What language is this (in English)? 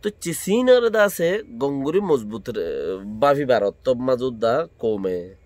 Rohingya